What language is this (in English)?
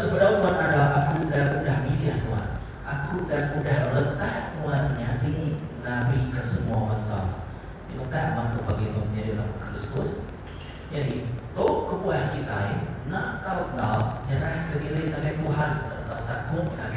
Iban